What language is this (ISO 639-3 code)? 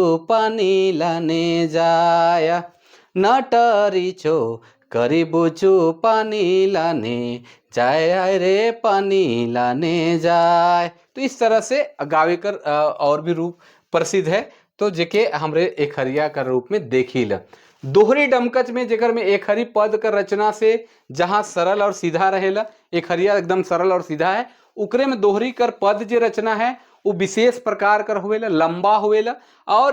sck